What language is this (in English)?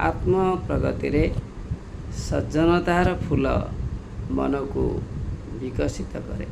Odia